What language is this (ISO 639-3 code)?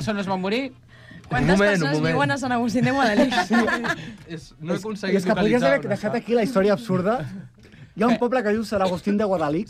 cat